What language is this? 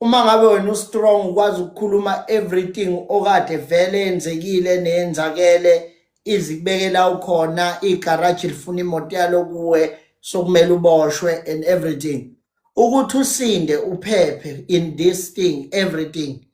Zulu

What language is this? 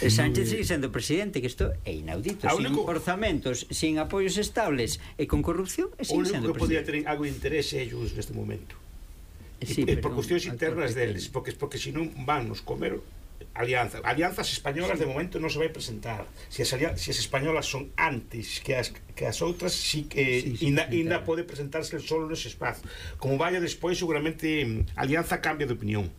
Galician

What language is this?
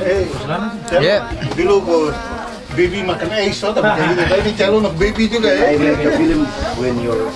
Ambonese Malay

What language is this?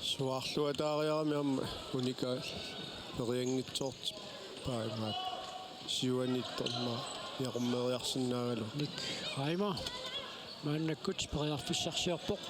Kalaallisut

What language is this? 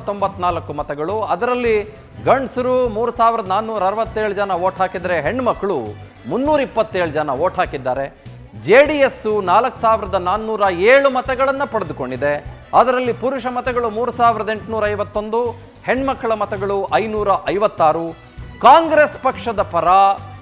Kannada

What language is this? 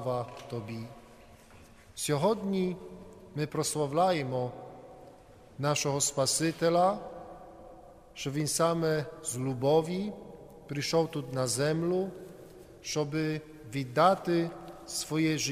Ukrainian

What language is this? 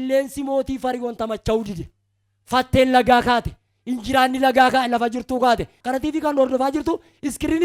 Oromo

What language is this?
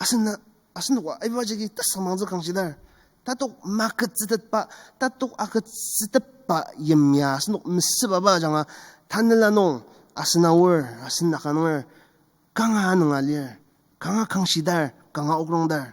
Ao Naga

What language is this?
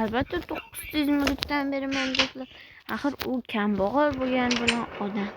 Uzbek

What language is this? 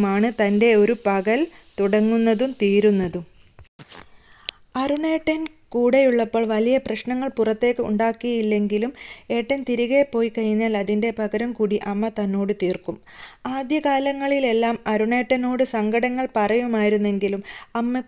Malayalam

